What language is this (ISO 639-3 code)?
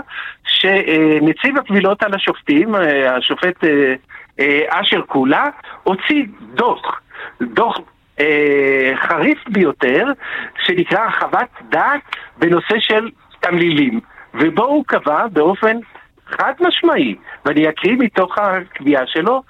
heb